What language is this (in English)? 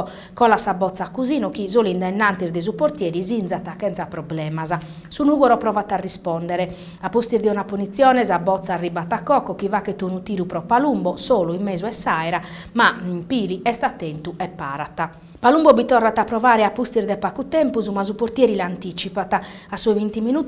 Sardinian